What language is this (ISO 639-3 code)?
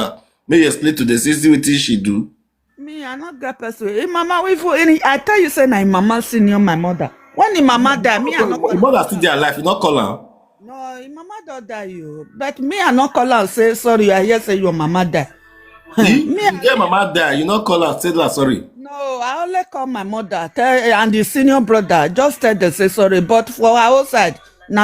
pcm